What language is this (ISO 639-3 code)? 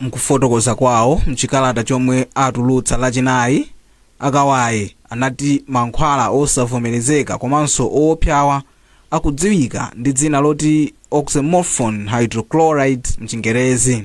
nya